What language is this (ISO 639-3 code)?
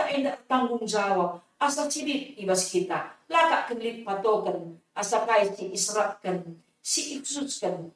btx